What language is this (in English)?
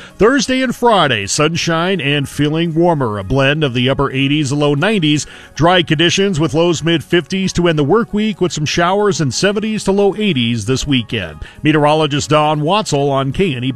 English